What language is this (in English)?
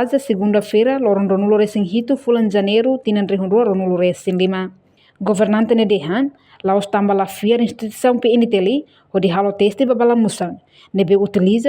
Tetum